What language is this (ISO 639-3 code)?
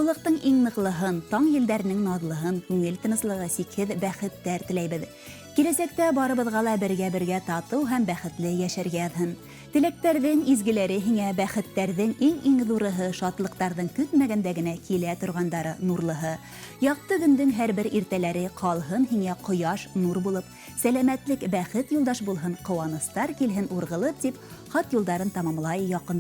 bak